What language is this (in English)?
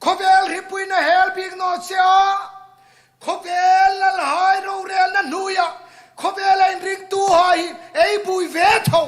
Hmar